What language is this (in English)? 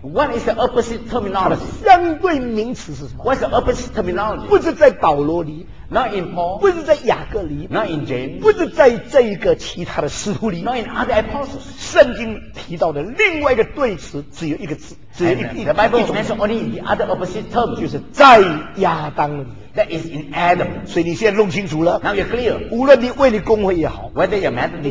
Chinese